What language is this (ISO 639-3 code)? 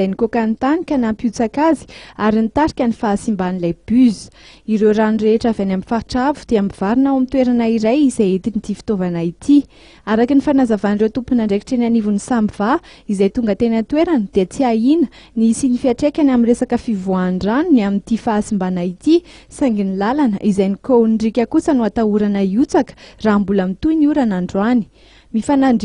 mlg